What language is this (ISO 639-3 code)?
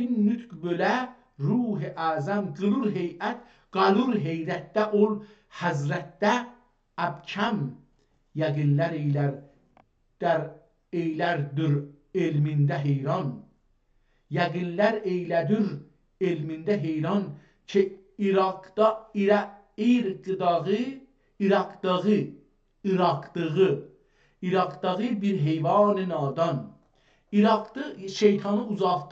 azb